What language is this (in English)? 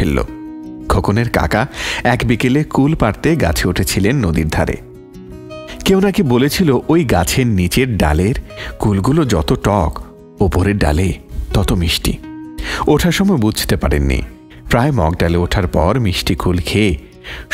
Bangla